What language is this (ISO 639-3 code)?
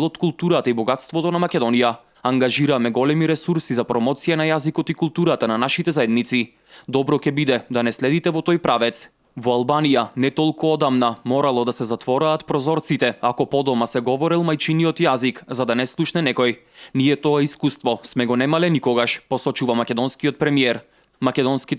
mkd